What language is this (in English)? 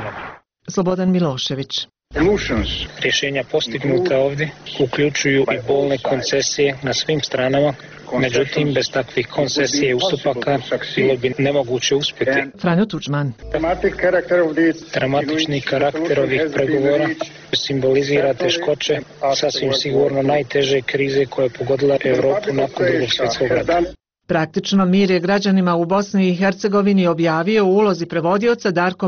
Bosnian